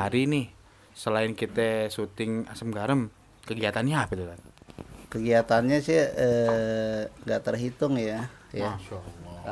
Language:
Betawi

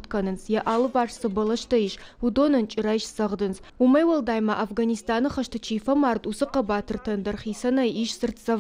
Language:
Ossetic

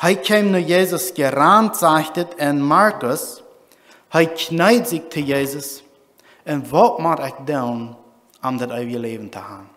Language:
Plautdietsch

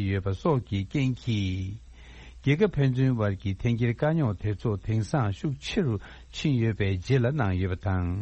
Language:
Tibetan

